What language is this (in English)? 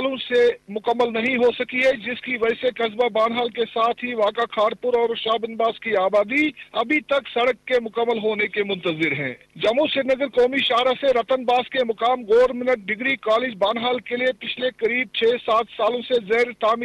Urdu